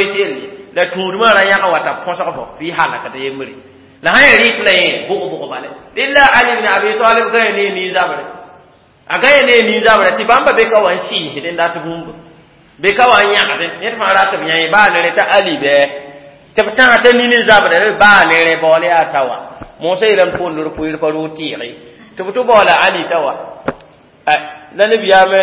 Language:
Mossi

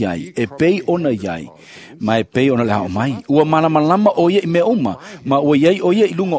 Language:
Samoan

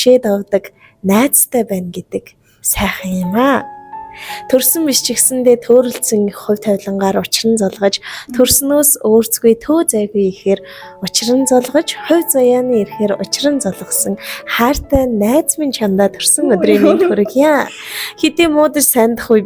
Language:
Mongolian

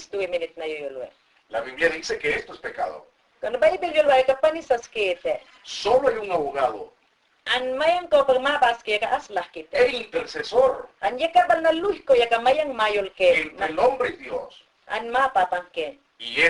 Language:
Mayangna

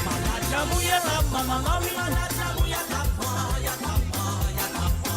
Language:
Morisyen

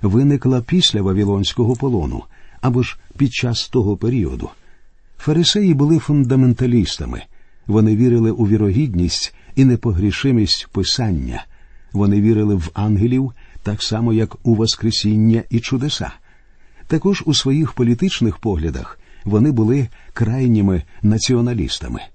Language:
Ukrainian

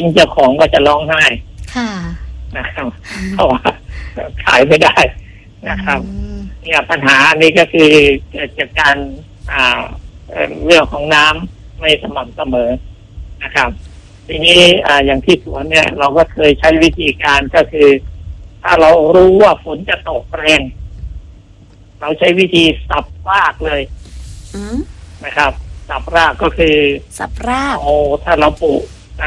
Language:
Thai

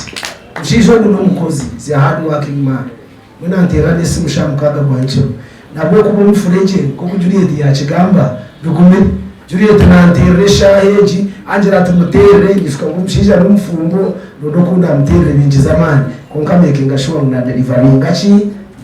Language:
Nyankole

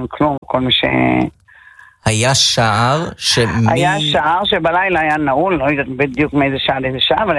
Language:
Hebrew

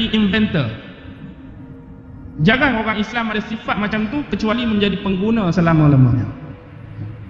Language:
Malay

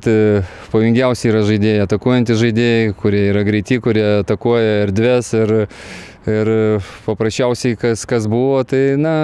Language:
Lithuanian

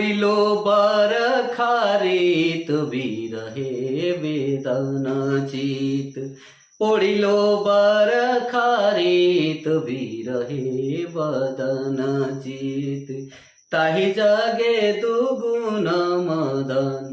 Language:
Sadri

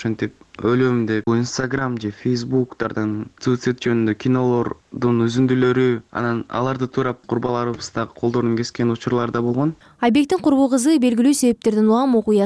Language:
Kyrgyz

